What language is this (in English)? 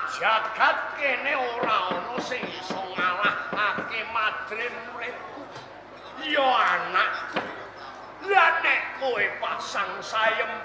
Javanese